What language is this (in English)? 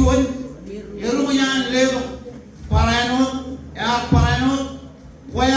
Marshallese